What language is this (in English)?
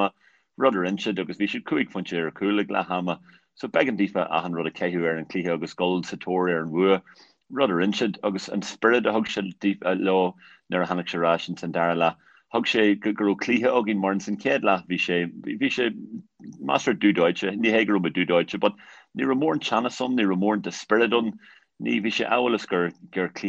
Irish